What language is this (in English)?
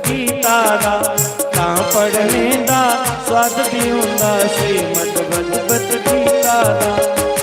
Dogri